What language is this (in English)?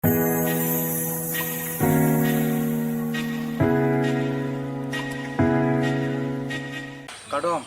Karbi